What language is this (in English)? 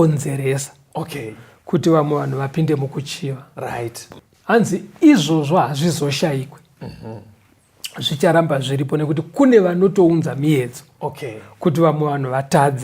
Shona